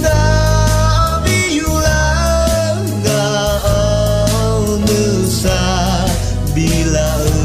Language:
Akha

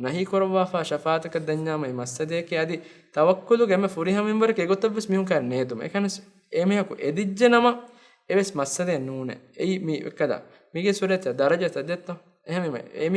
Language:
Divehi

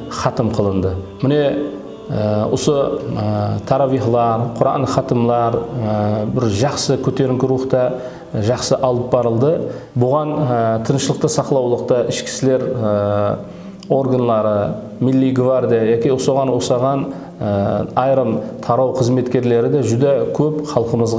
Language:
Kara-Kalpak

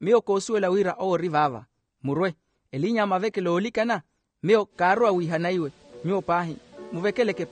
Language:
Makhuwa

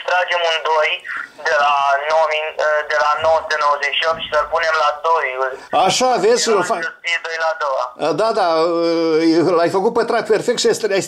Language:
Romanian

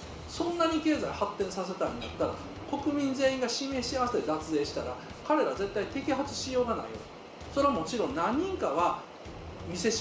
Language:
Japanese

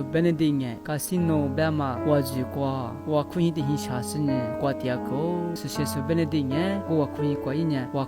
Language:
Lisu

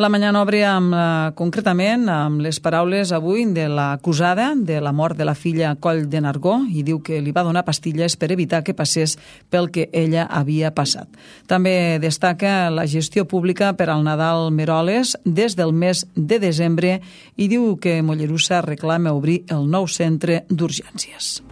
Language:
Catalan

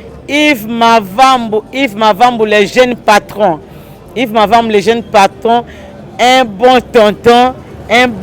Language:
Lingala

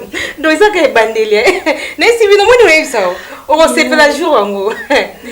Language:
Lingala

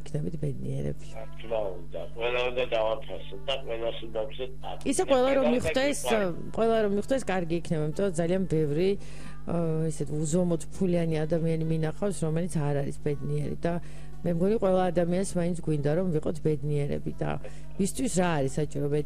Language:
Georgian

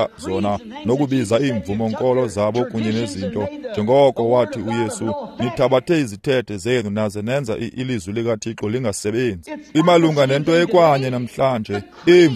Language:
Xhosa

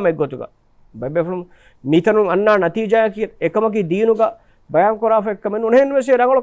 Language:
Divehi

